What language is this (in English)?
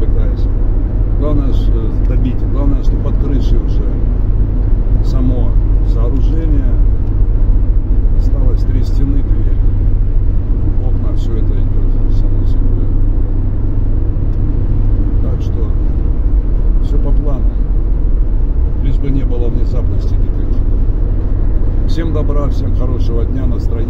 Russian